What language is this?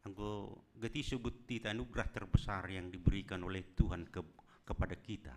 Batak Simalungun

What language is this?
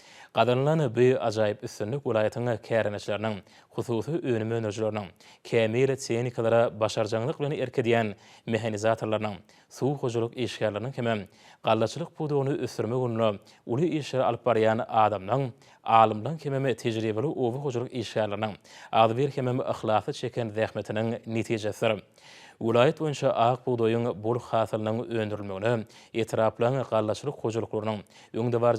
Turkmen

